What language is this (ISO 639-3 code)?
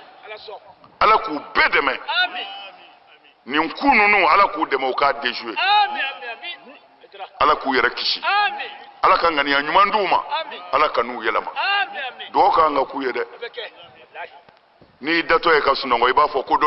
bam